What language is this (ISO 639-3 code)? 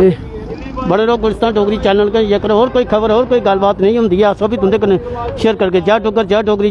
doi